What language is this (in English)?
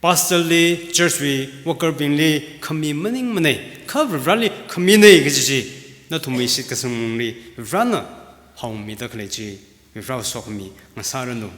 Tangkhul Naga (India)